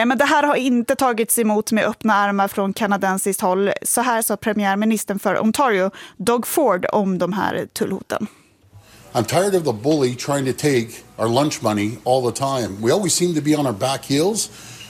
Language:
Swedish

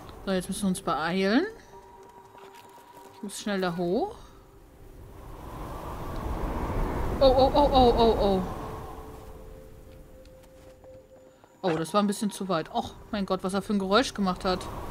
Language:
German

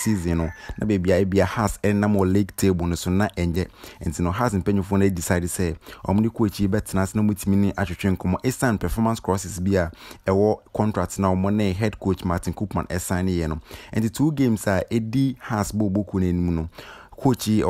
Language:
Akan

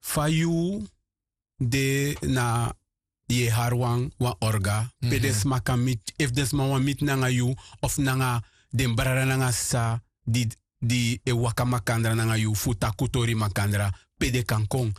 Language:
Sranan Tongo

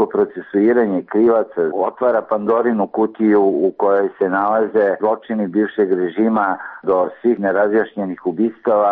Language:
Serbian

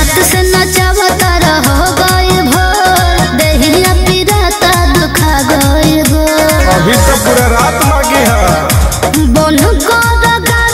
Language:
Bhojpuri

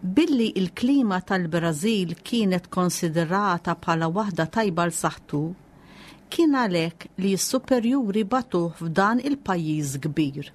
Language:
Maltese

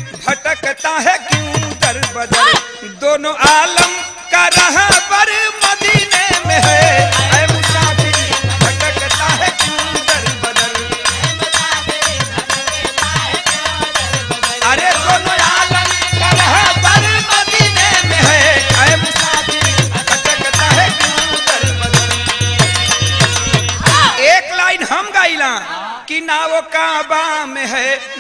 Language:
Bhojpuri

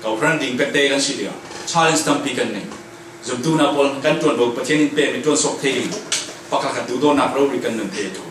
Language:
Falam Chin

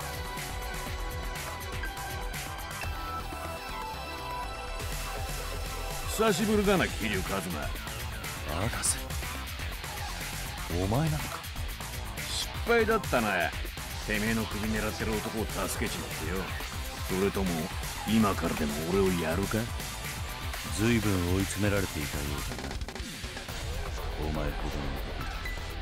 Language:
Japanese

